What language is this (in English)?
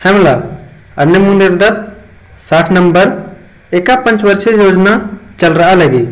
Kurukh